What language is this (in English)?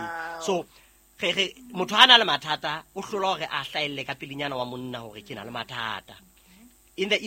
Southern Sotho